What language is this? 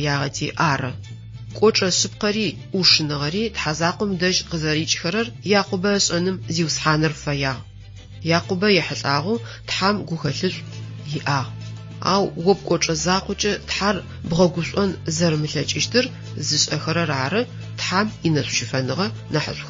Adyghe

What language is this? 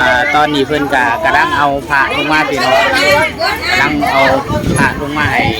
Lao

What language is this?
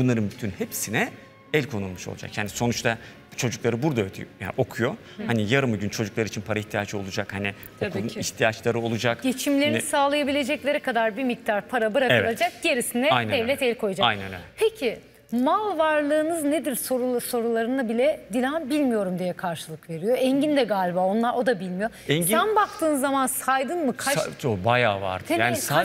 Turkish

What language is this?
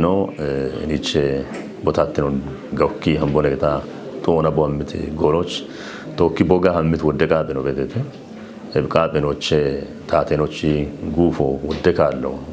Kafa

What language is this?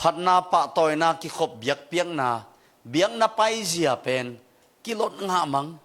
Tedim Chin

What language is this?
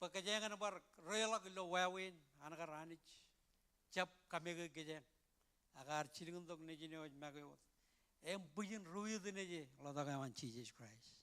Marshallese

